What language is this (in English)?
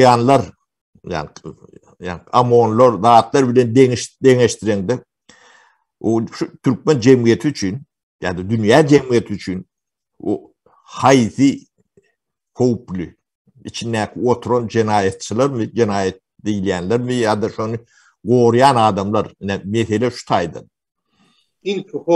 Turkmen